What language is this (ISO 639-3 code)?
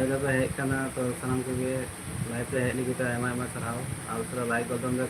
sat